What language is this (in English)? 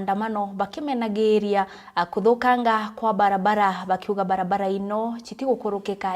Meru